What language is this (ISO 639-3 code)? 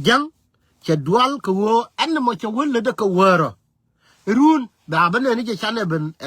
nus